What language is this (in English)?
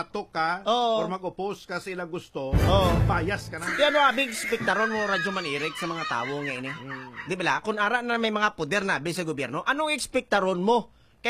Hiligaynon